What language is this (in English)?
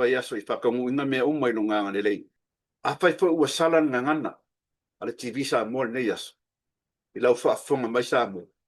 Samoan